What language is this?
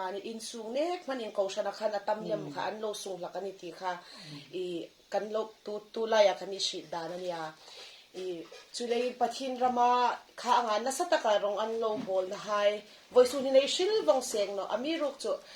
Hmar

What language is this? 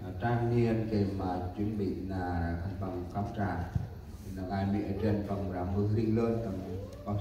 Central Mnong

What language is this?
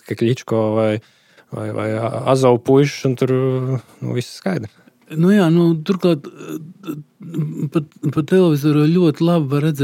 Latvian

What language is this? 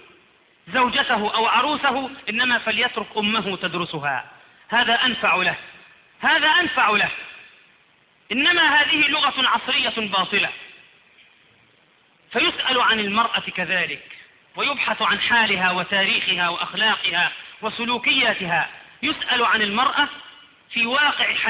Arabic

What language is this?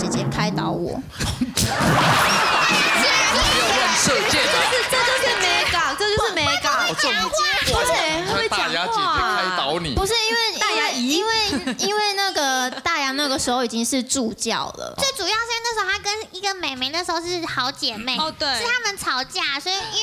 Chinese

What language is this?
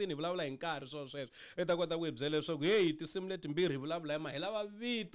Tsonga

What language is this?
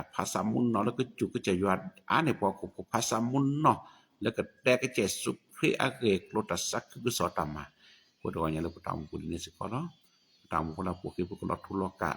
S'gaw Karen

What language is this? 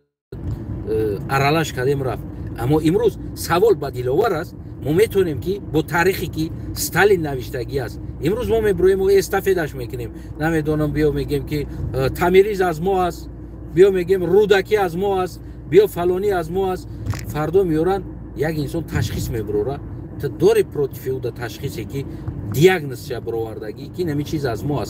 Tajik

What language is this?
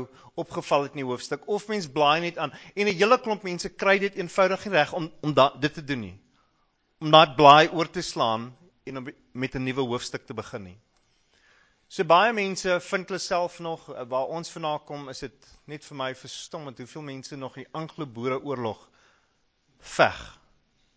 Afrikaans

